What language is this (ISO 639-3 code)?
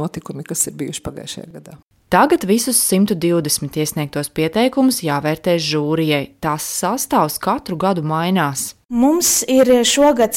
lav